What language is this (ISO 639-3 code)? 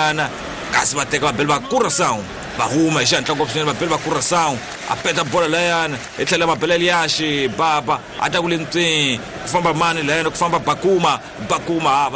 tso